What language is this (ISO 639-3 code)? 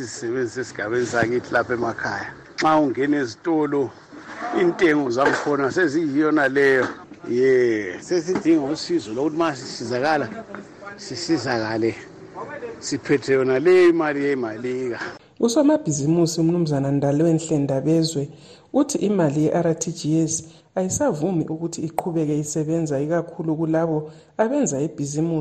nde